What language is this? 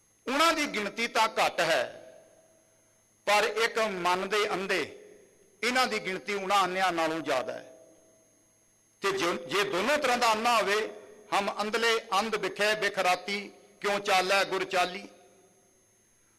Punjabi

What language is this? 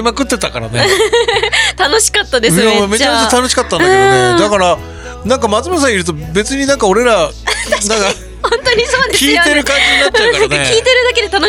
Japanese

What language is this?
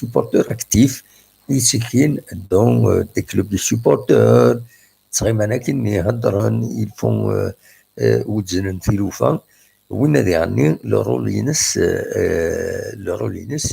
Kabyle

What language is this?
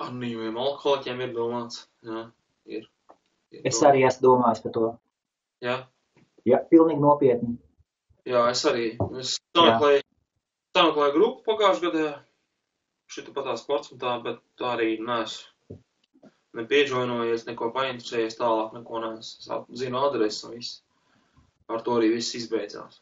Latvian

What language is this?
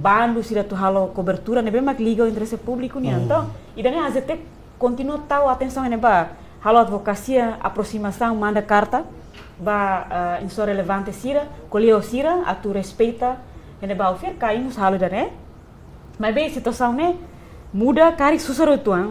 Tetum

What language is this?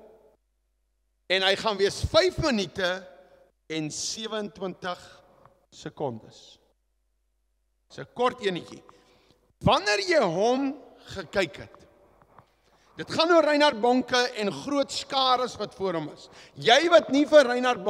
Afrikaans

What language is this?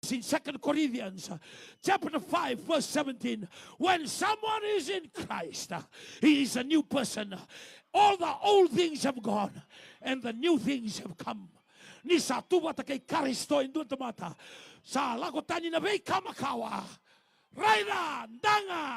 Fijian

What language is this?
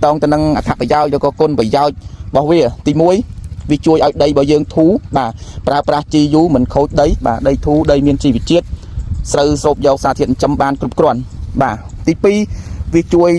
Khmer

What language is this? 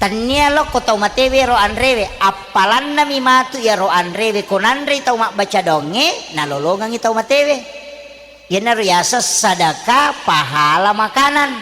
Buginese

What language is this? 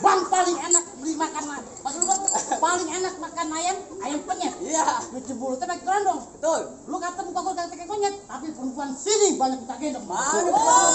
Betawi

